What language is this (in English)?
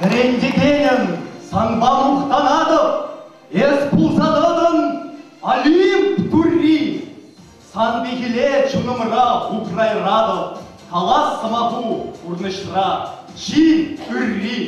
Chuvash